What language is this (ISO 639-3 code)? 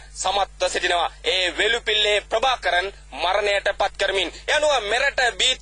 sin